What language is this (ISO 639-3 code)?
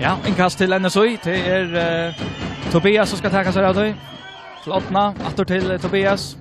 fao